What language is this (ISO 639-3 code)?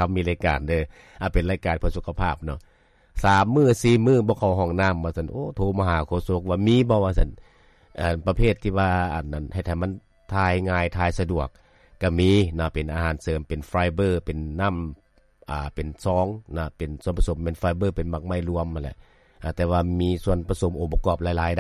lao